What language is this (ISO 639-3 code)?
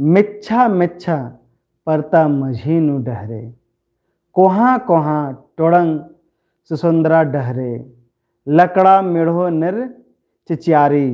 kru